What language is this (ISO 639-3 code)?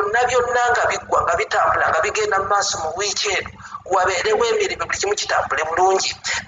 lug